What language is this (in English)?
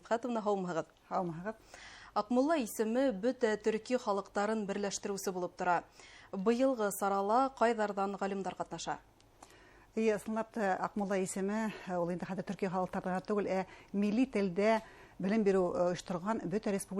Bashkir